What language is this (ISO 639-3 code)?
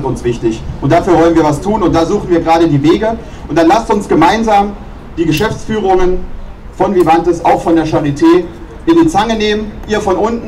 deu